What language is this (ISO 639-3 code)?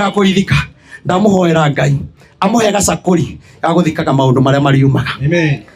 kik